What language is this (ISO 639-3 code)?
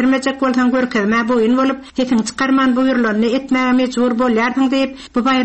tuk